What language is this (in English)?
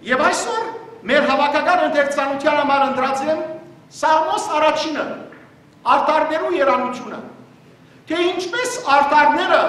Western Armenian